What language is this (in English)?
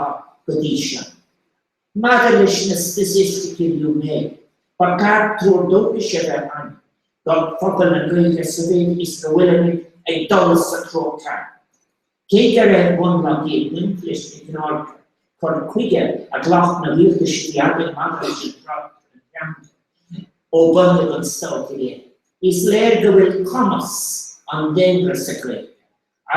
Irish